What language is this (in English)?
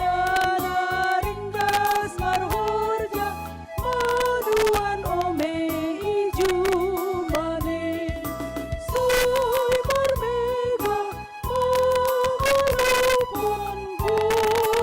Batak Simalungun